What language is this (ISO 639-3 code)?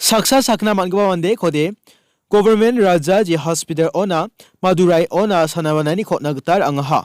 grt